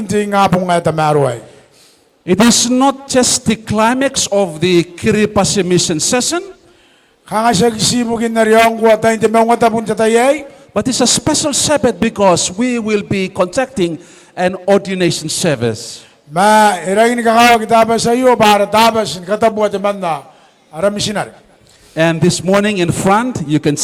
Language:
Gilbertese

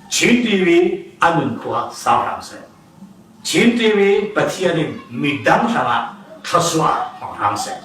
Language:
Falam Chin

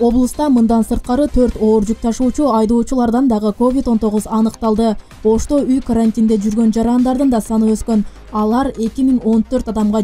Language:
Kyrgyz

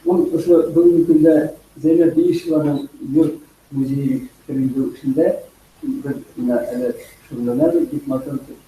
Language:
Bashkir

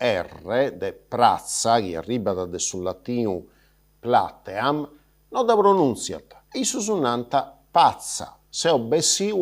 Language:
Sardinian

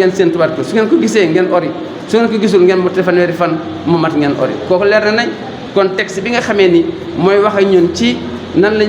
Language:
Wolof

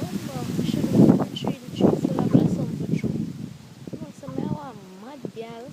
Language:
Jamaican Creole English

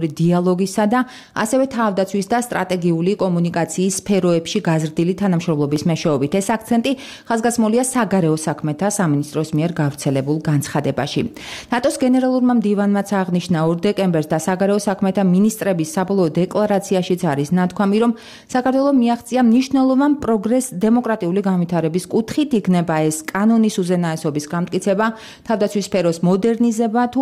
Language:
Georgian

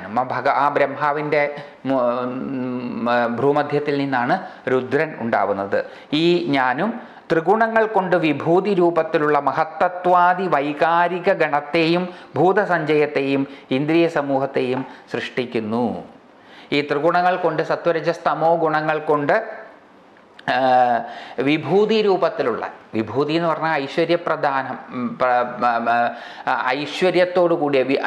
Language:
Malayalam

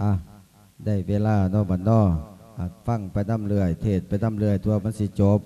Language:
Lao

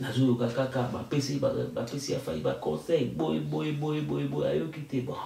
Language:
Lingala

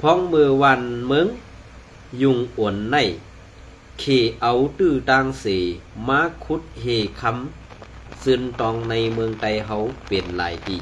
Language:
Shan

